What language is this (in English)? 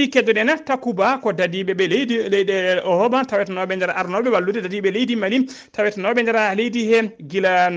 Fula